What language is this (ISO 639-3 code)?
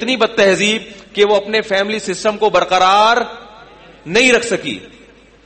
urd